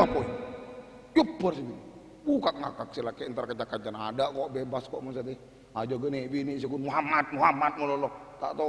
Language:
Madurese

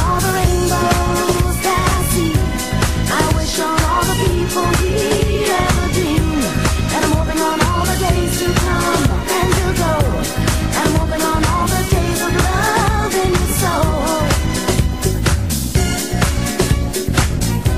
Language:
English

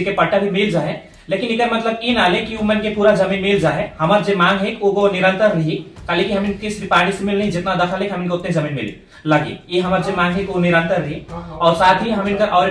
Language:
Sadri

